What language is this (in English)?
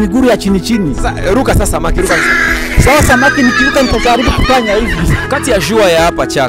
Swahili